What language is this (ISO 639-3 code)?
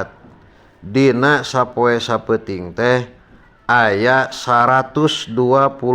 sun